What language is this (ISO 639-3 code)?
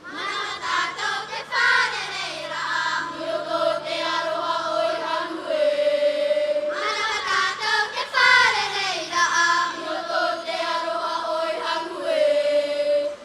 tah